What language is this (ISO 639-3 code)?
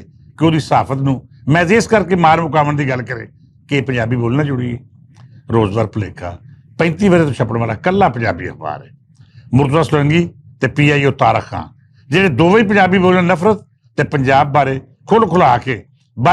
lah